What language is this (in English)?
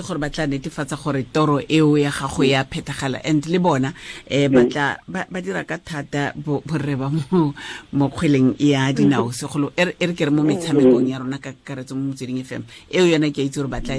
Tswana